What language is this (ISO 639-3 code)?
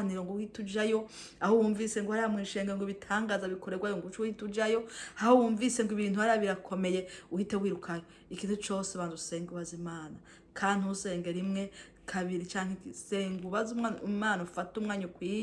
run